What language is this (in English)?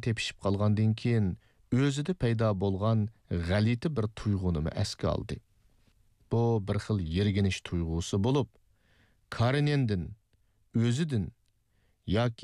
Uyghur